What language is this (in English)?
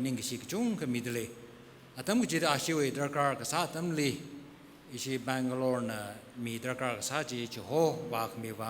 Tangkhul Naga (India)